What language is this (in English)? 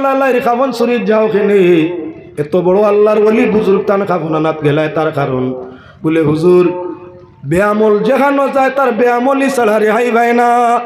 Sylheti